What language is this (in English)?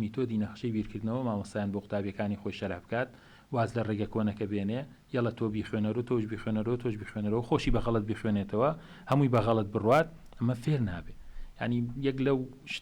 Central Kurdish